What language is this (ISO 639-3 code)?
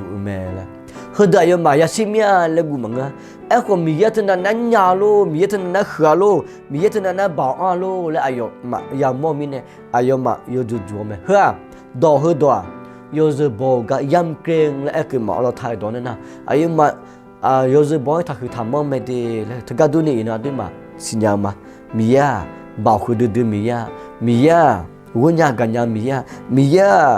ahk